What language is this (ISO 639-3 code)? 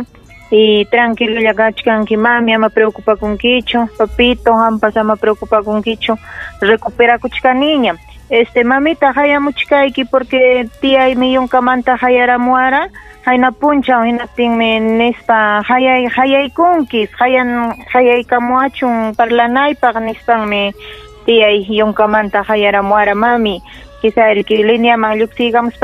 quy